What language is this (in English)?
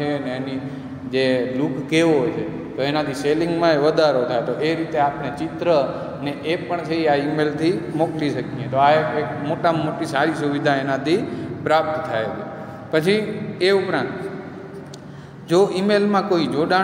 Gujarati